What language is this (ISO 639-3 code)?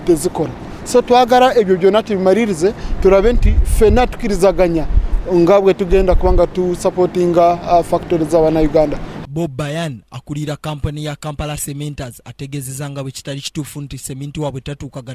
lug